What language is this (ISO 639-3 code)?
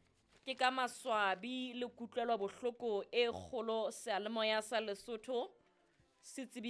sot